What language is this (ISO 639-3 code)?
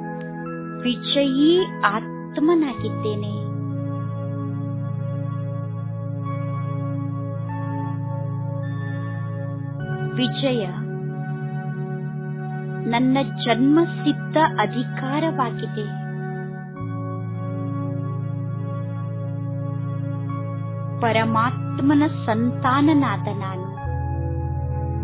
kan